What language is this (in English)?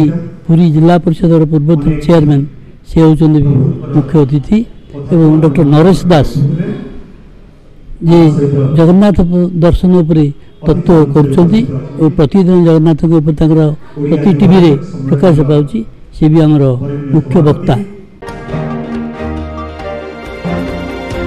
Odia